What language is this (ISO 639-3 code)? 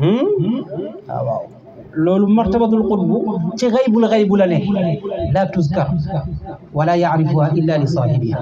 wol